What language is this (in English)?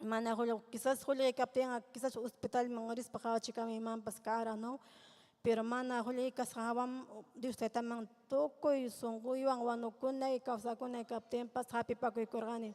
Ayacucho Quechua